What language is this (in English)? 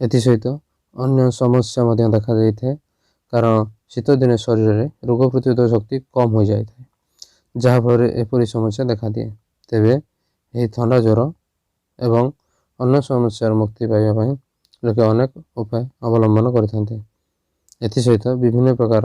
Odia